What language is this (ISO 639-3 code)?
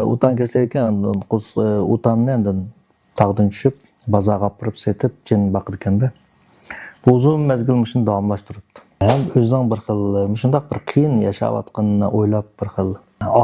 uig